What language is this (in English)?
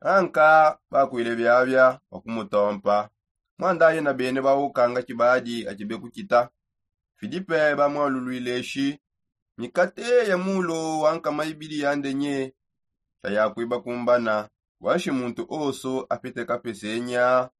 Songe